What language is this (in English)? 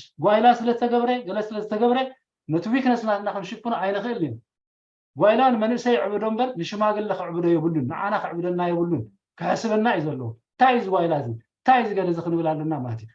Tigrinya